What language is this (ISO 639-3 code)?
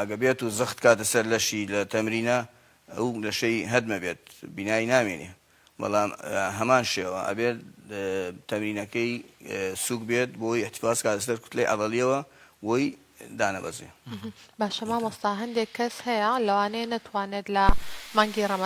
ckb